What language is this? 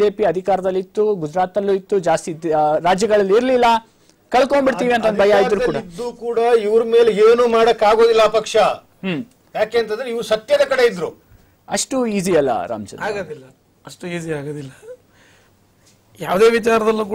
Kannada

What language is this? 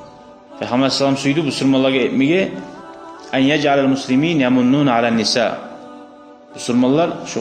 Kumyk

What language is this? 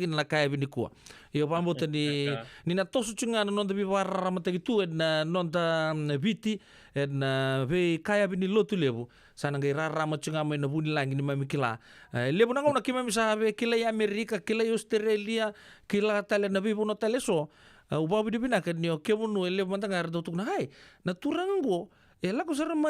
Fijian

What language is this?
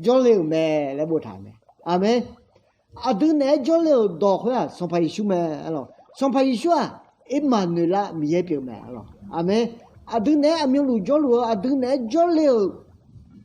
Akha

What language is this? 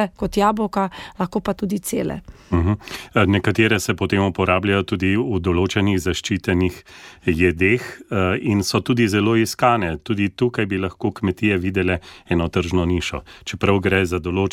Slovenian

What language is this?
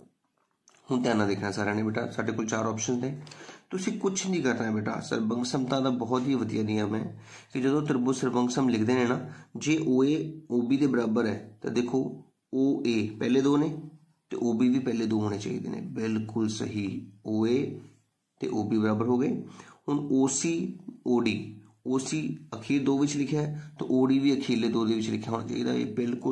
Punjabi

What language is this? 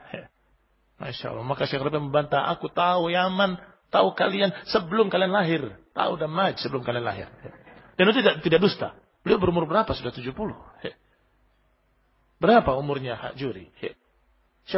Indonesian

